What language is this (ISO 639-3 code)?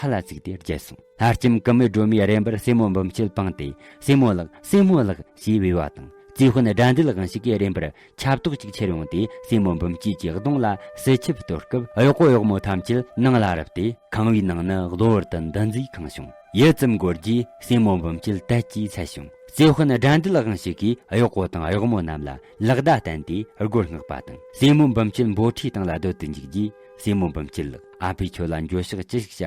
bod